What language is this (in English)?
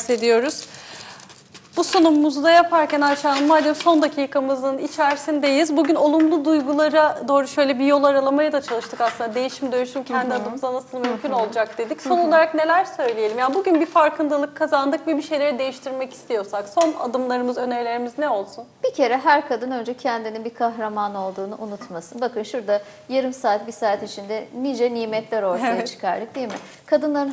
Turkish